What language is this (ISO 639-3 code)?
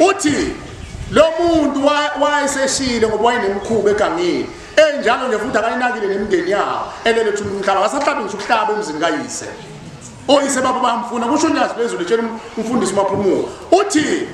zul